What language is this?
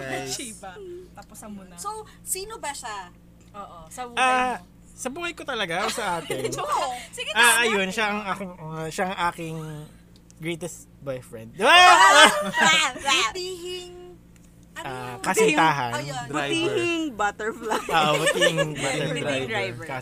Filipino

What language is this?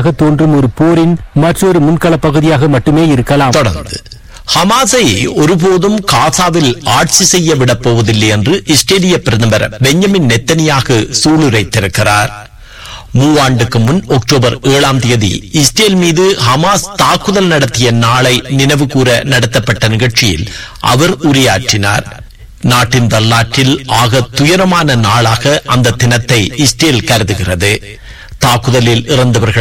Tamil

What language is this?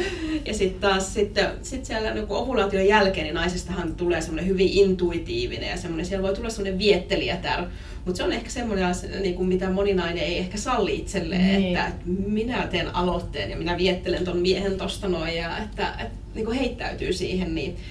Finnish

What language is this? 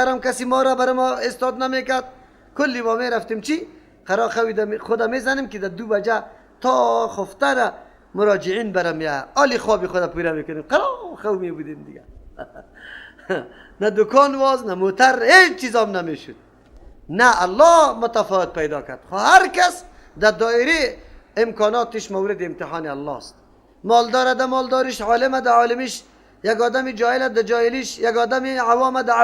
Persian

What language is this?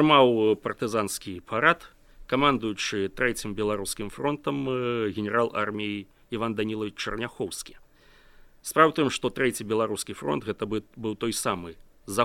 Belarusian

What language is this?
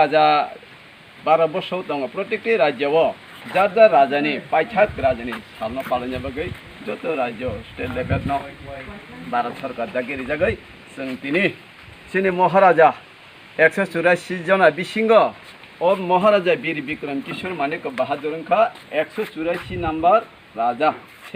Kok Borok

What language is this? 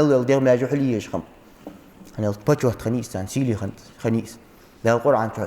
Ingush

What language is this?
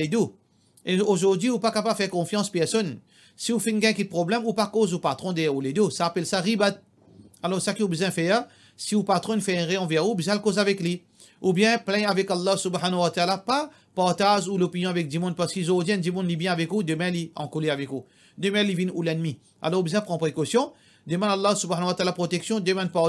Morisyen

